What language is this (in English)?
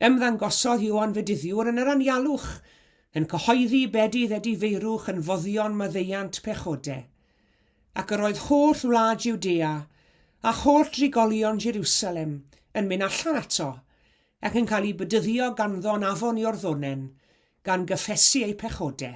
Welsh